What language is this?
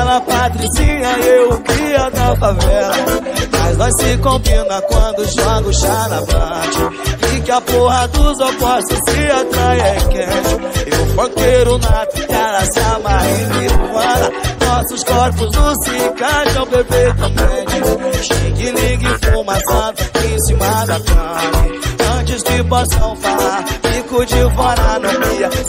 Portuguese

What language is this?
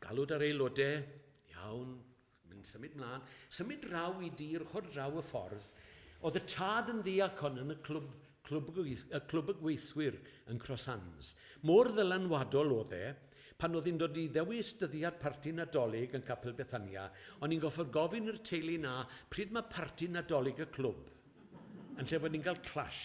Welsh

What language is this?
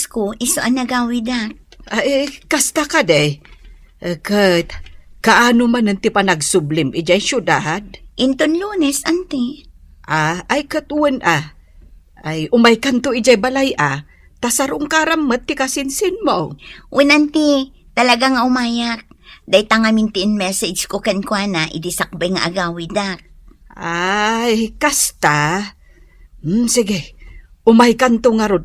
Iloko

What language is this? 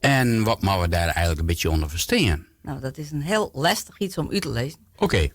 Western Frisian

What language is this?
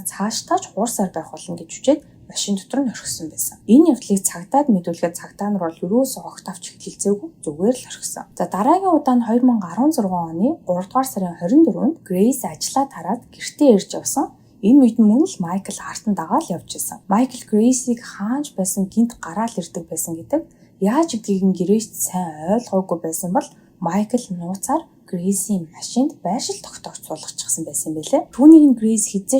Mongolian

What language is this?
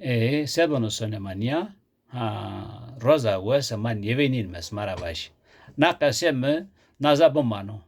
Zaza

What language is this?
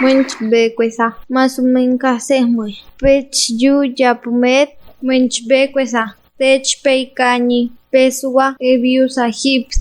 Páez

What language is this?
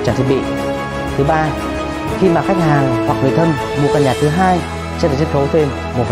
Vietnamese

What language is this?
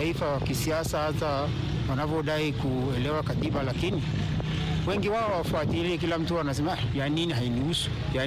Swahili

